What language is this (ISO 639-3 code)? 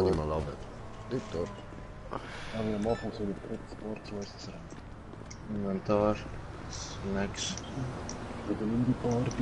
gsw